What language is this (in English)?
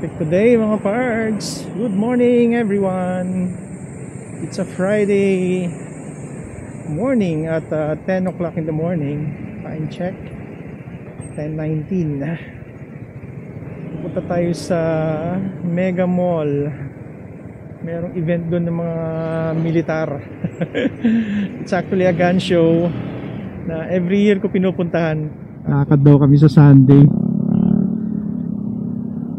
Filipino